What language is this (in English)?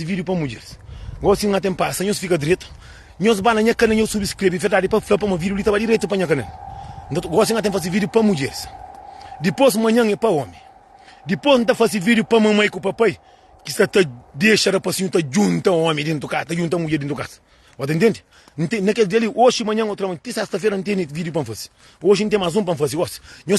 Kabuverdianu